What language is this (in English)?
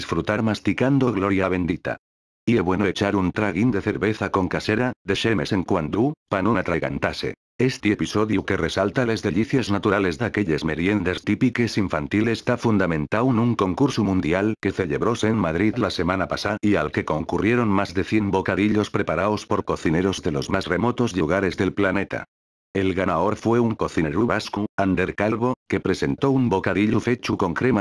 Asturian